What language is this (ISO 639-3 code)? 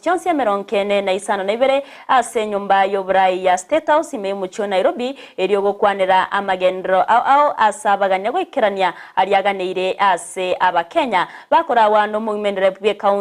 guz